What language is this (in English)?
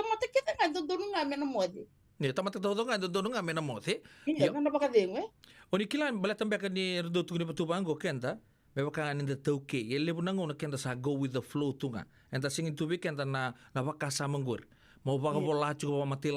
Fijian